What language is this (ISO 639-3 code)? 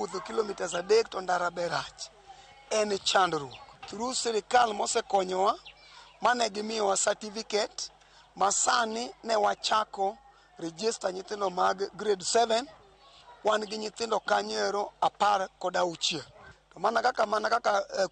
luo